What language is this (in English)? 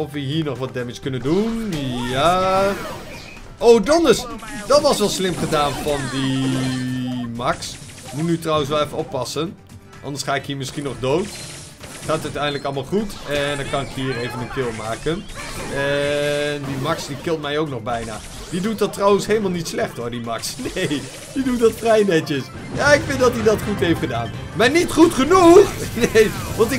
Dutch